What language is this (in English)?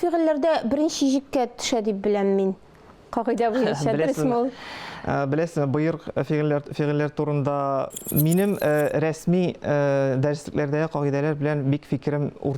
Tatar